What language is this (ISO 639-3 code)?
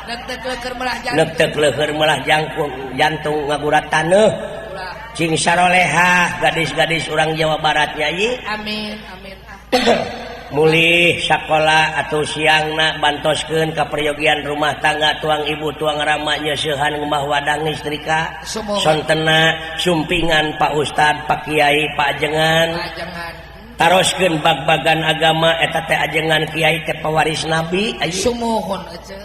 sun